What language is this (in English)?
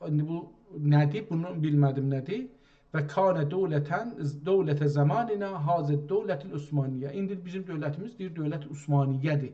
South Azerbaijani